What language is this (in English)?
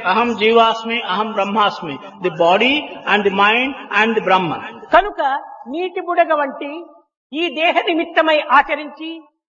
Telugu